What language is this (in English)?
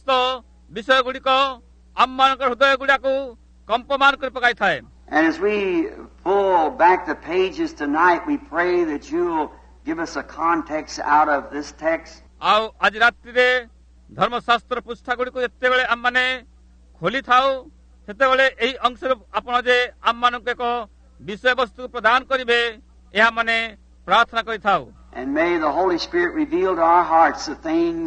Odia